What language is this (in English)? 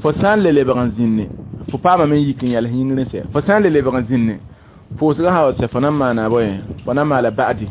Mossi